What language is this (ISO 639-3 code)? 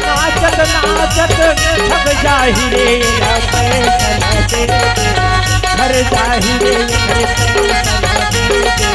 hne